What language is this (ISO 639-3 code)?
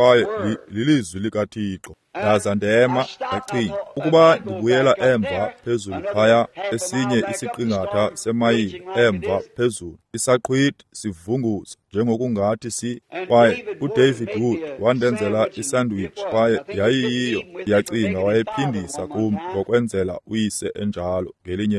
xho